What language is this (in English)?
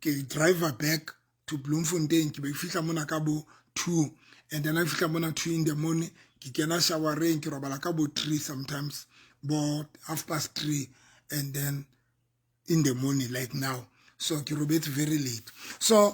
Southern Sotho